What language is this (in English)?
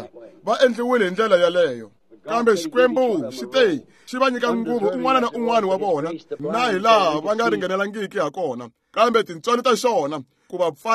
Tsonga